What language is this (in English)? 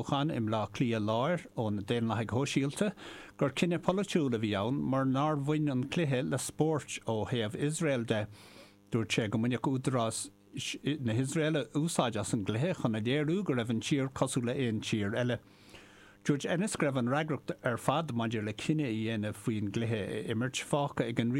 Irish